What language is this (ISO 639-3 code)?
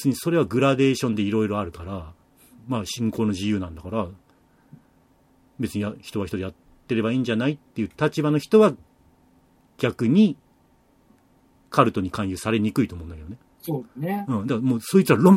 jpn